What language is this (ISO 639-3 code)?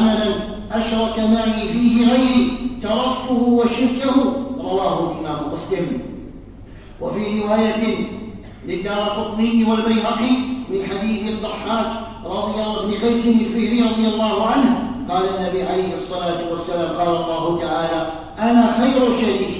ara